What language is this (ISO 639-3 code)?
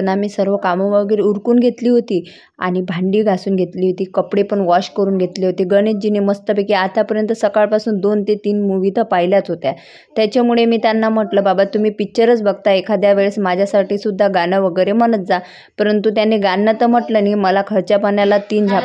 mar